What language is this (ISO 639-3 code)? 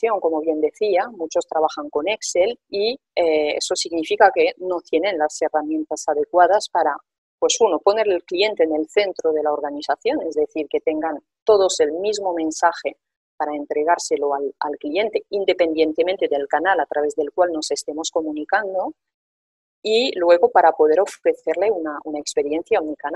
spa